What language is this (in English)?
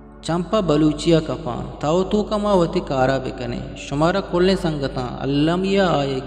Eastern Balochi